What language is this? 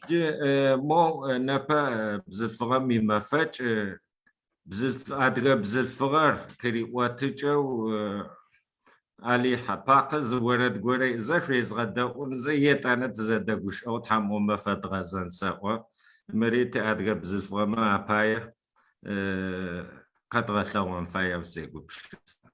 Adyghe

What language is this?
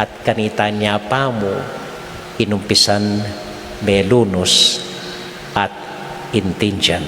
Pampanga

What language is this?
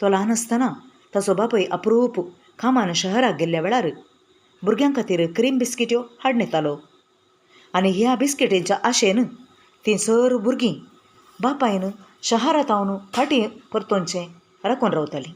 Konkani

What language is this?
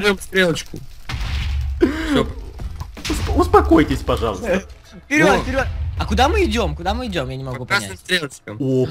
Russian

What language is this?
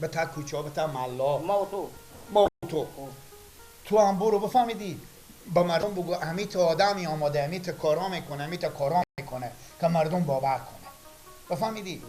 Persian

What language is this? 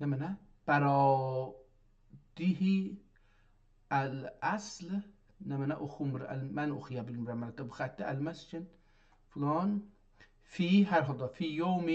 South Azerbaijani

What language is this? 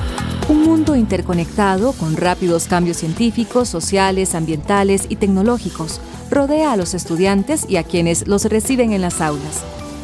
Spanish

